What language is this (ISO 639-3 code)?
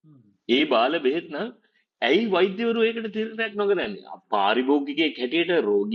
sin